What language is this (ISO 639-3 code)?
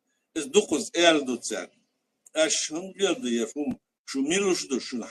che